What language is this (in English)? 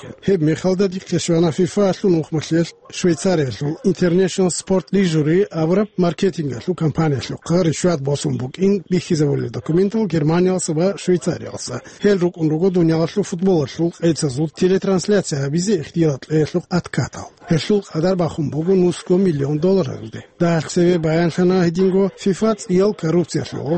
Avaric